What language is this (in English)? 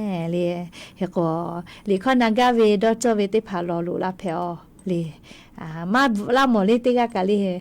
Lahu